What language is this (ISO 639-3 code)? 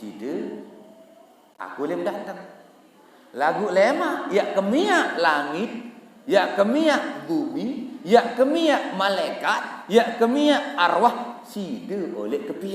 sas